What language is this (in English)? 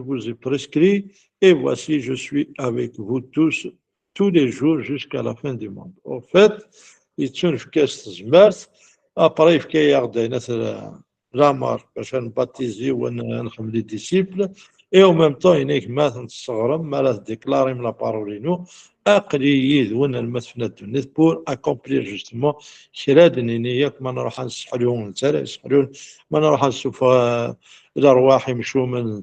Kabyle